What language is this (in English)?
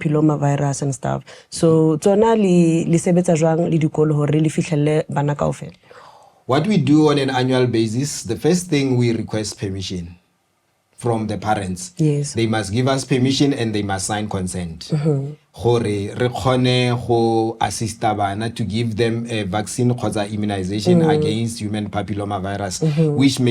Tswana